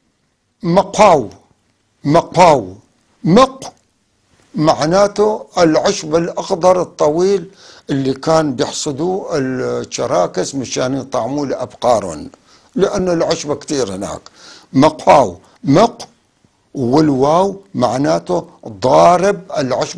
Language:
North Levantine Arabic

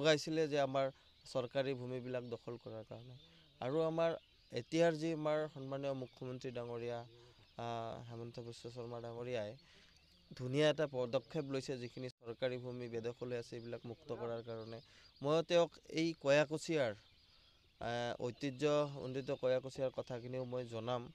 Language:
Assamese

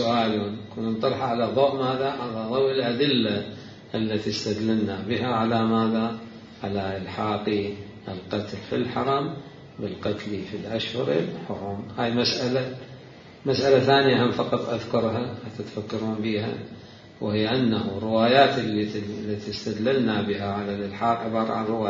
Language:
Mesopotamian Arabic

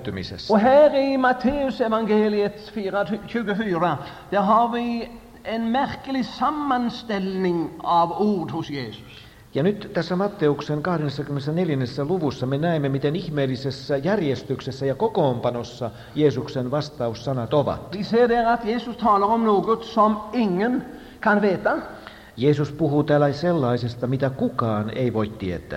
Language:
Finnish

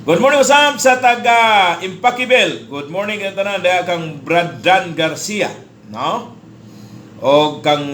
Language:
Cebuano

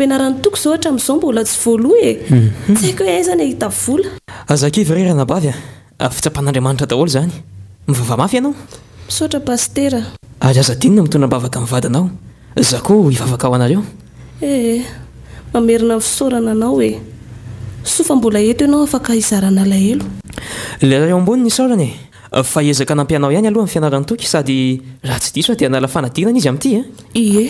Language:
Malagasy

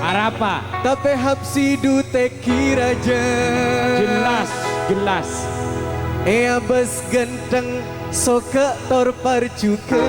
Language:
Madurese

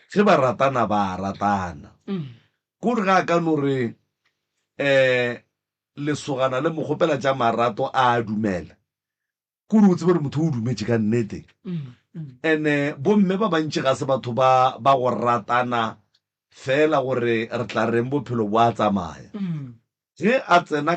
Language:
Northern Sotho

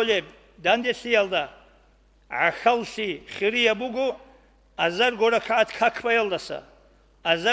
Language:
Avaric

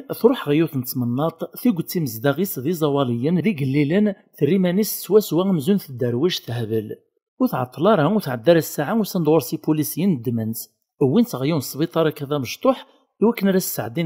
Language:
Kabyle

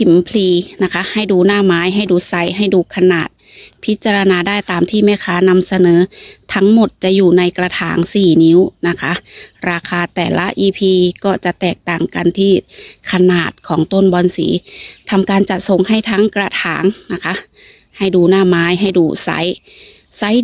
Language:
Thai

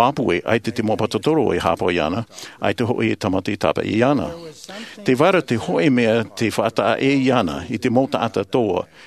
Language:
Tahitian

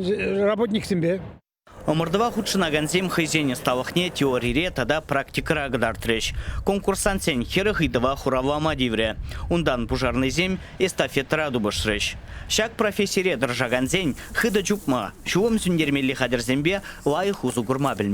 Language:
Chuvash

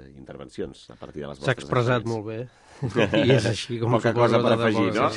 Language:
Catalan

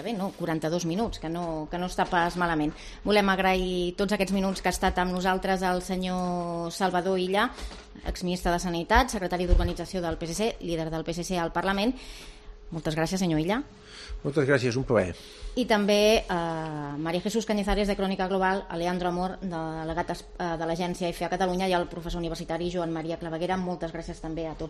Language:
Catalan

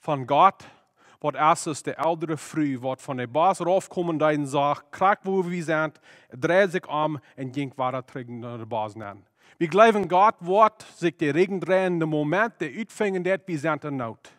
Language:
Plautdietsch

